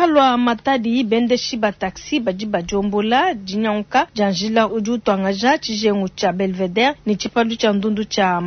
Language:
Luba-Lulua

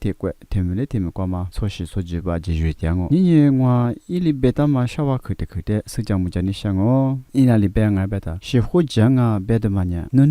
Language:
Lisu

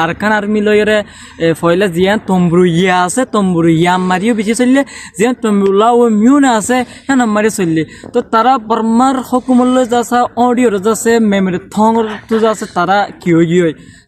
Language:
Rohingya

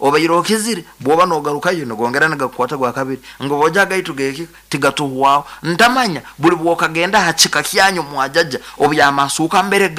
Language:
Nyoro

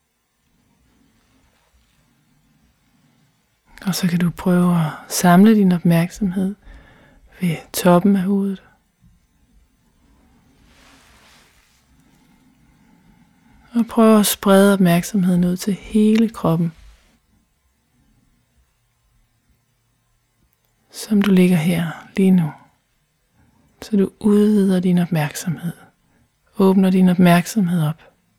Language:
Danish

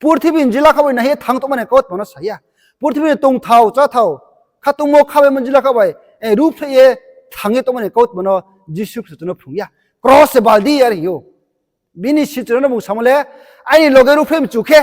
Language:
Riang (India)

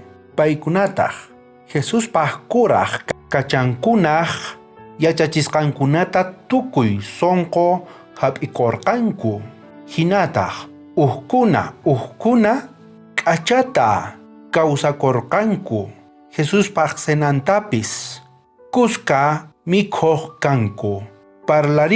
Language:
South Bolivian Quechua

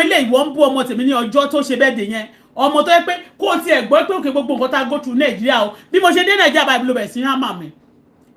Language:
Yoruba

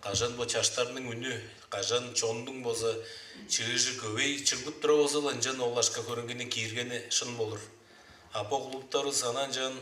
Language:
Tuvinian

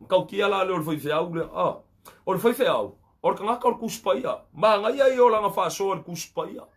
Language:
Samoan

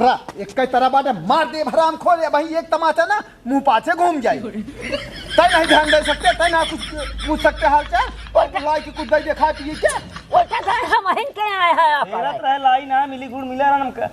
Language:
Awadhi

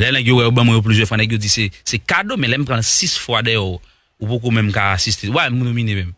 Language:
Haitian Creole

